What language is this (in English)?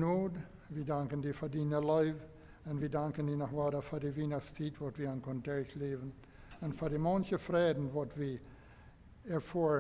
Plautdietsch